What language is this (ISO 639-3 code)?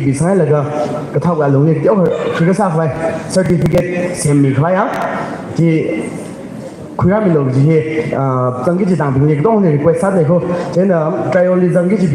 nmf